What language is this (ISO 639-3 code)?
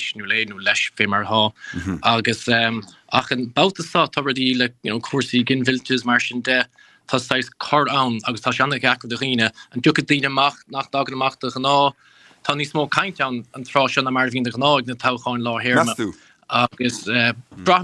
gle